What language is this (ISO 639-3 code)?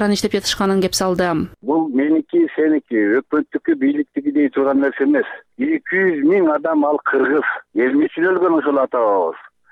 kir